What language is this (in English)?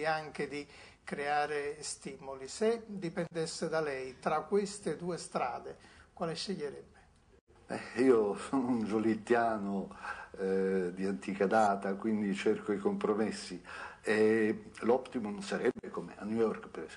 Italian